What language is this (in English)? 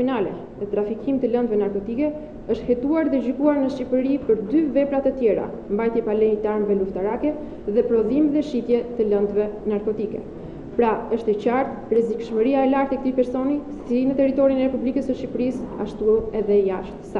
Albanian